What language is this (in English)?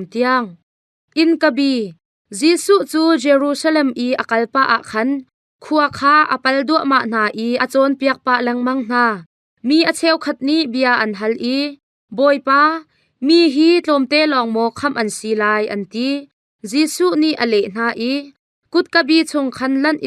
Hakha Chin